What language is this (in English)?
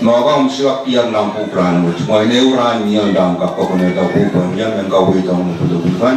Pohnpeian